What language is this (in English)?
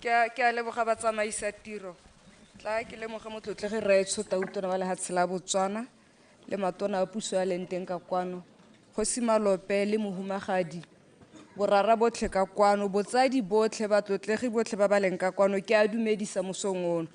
Tswana